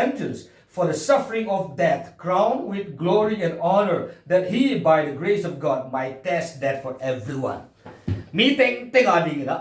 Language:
Paite Chin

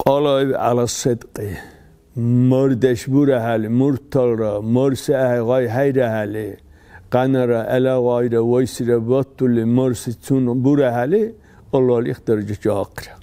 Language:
Dargwa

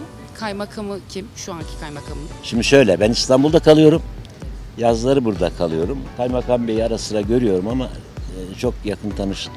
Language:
Turkish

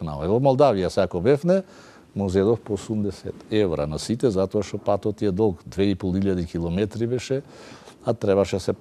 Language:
Macedonian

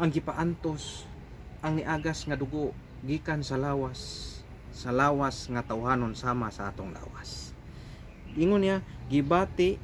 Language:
Cebuano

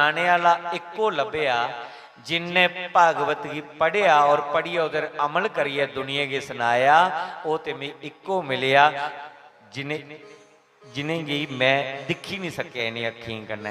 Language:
Dogri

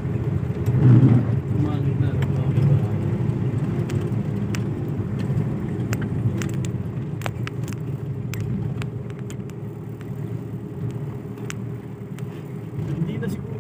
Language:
Filipino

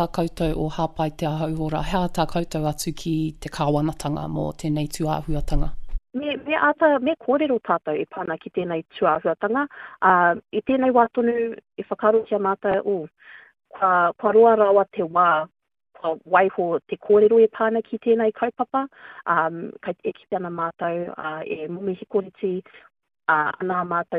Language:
Māori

